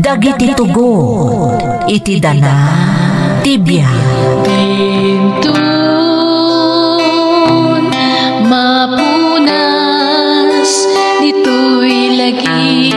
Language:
Iloko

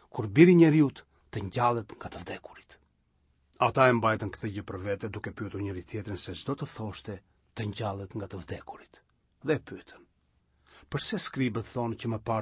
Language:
Albanian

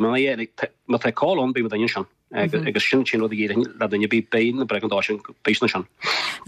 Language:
Irish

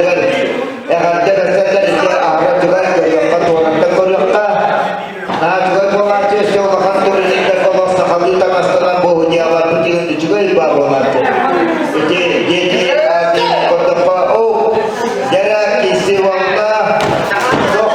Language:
Yakut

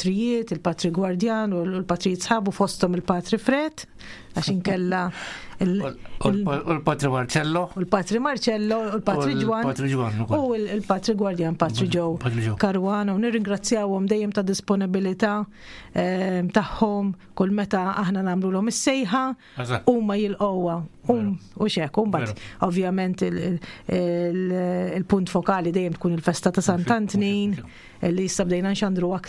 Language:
Maltese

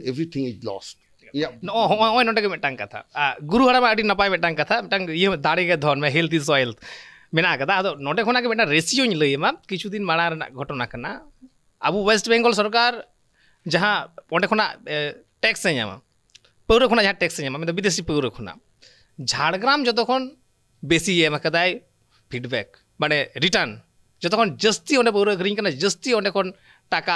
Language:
Santali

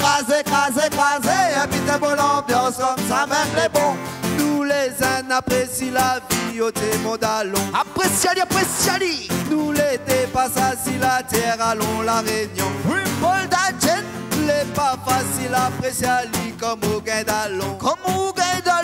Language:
Réunion Creole French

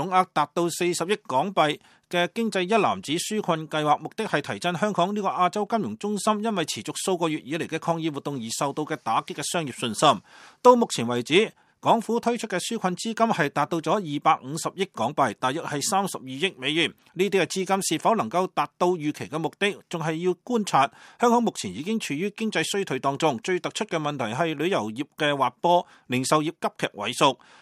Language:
Cantonese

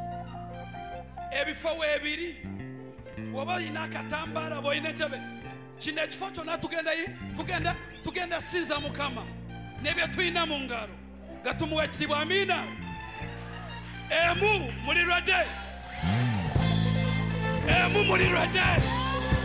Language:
Ganda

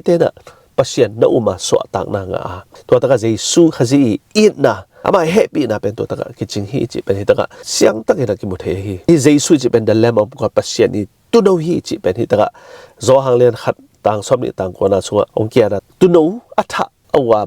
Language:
Tedim Chin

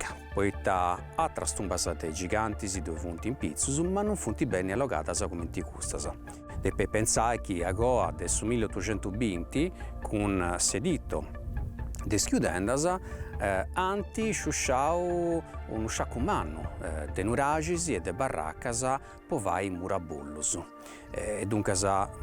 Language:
Sardinian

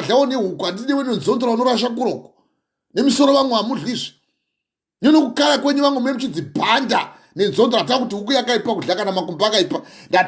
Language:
Shona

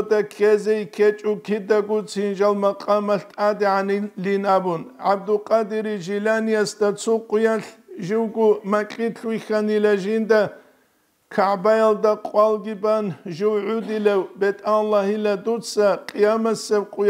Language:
Avaric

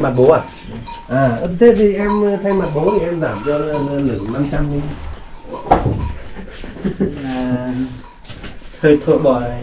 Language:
Vietnamese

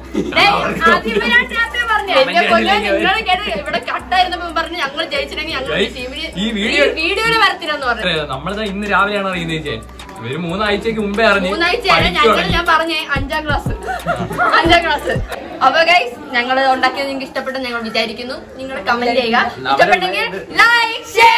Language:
Malayalam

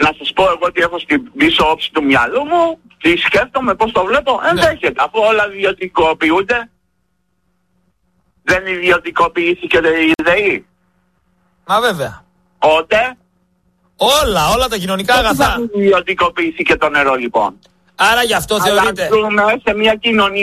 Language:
Greek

